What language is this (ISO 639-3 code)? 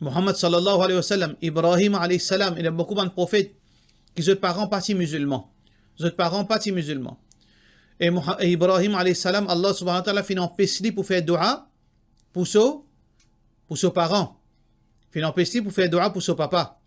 mfe